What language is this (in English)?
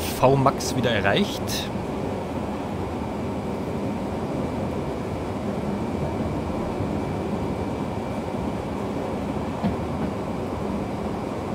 German